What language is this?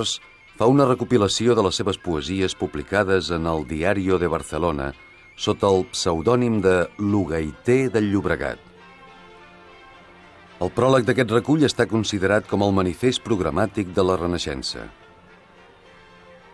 Catalan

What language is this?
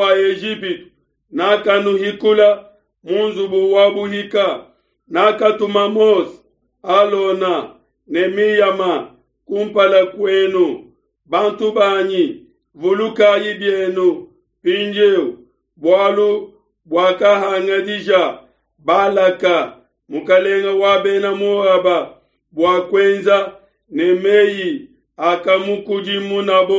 Luba-Lulua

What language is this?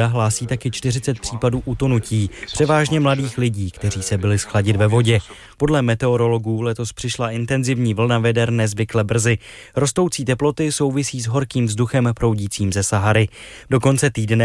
Czech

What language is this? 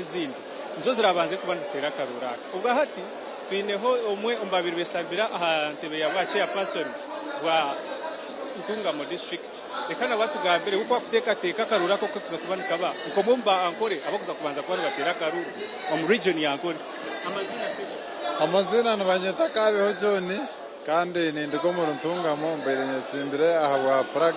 Nyankole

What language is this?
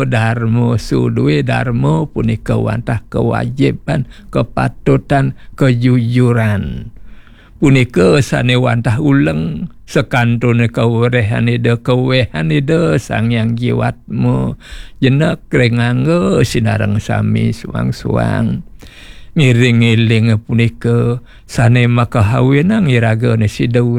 Balinese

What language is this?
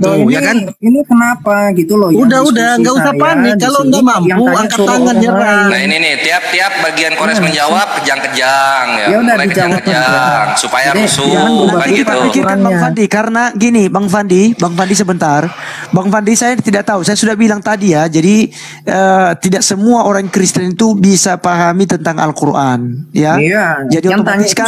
Indonesian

